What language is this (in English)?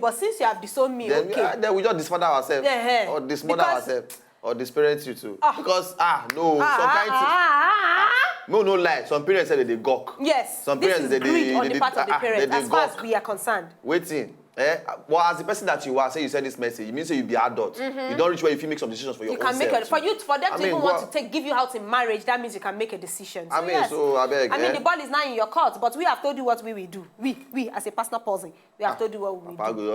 Nigerian Pidgin